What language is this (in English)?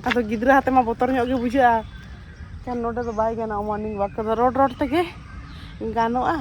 Santali